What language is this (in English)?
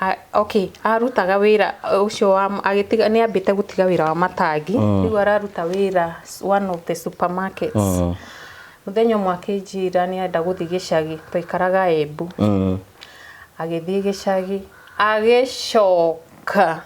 Kikuyu